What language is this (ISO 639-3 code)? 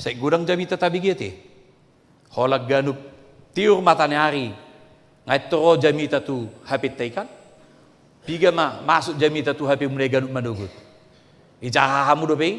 bbc